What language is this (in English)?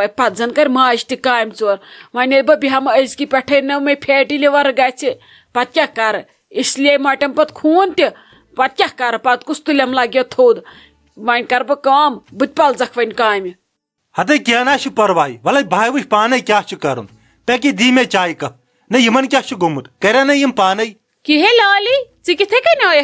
Kashmiri